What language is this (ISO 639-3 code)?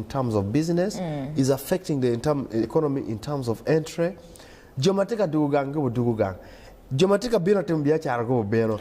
ach